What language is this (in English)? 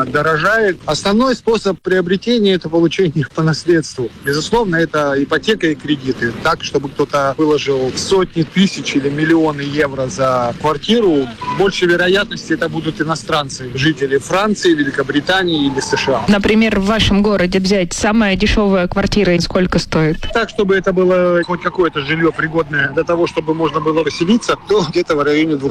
Russian